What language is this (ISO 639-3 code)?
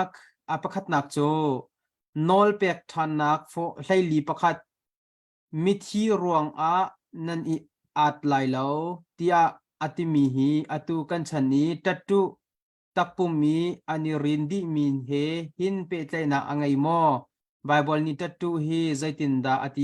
cnh